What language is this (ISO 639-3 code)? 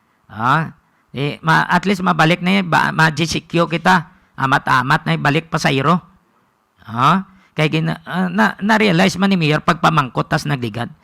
hil